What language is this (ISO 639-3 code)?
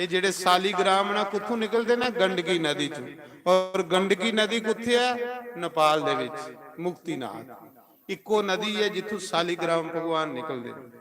doi